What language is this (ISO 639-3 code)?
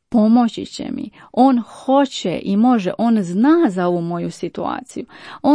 hrv